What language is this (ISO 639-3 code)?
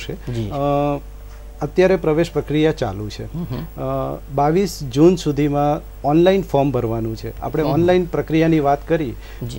guj